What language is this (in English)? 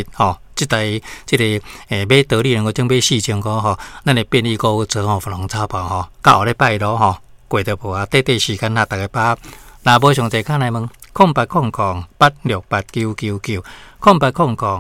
Min Nan Chinese